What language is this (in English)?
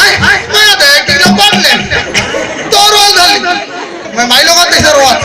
Chhattisgarhi